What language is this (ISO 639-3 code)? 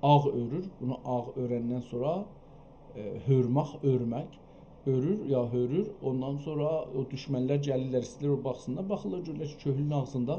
azb